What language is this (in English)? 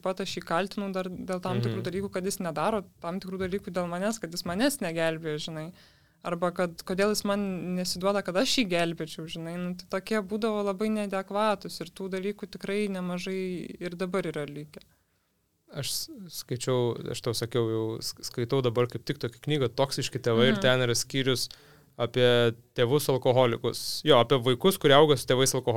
Lithuanian